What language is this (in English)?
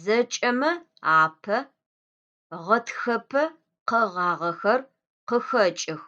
Adyghe